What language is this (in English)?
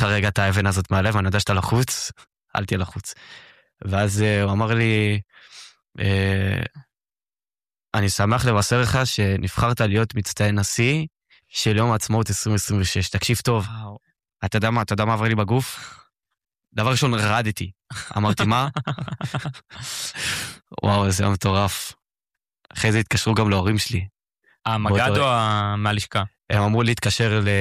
Hebrew